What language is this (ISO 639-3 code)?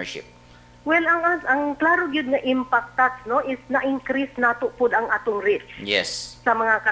ceb